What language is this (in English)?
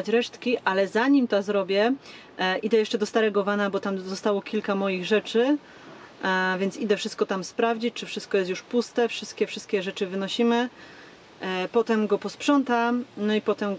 Polish